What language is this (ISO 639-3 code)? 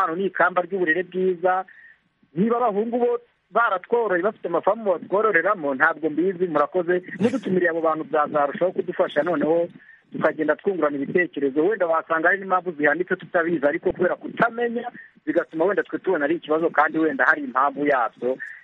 kin